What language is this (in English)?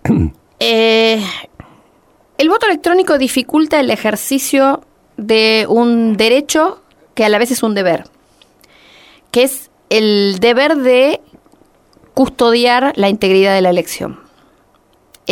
Spanish